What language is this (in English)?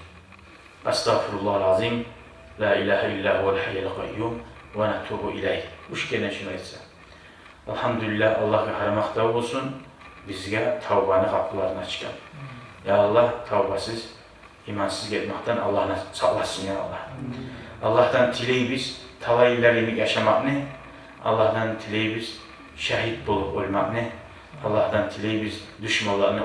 Kumyk